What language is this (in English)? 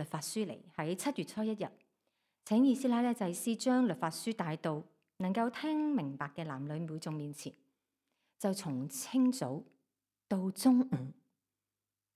Cantonese